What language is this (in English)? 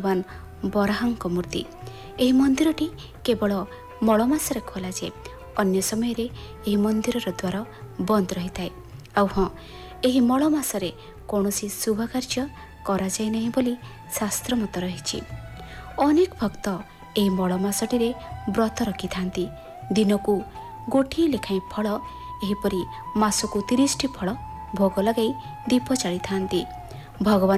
Odia